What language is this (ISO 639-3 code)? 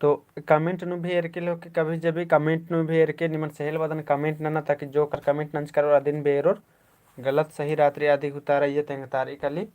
kru